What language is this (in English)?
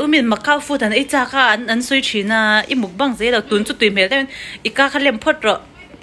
Mizo